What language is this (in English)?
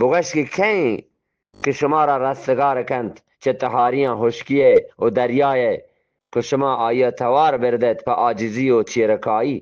Eastern Balochi